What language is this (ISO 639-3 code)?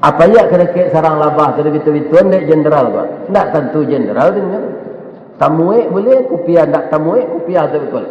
min